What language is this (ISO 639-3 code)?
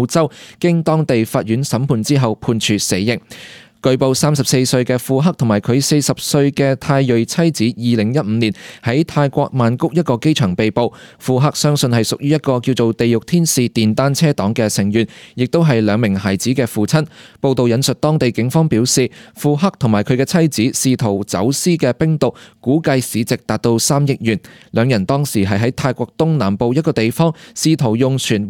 yue